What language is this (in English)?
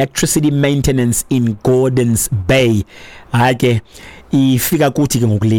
Xhosa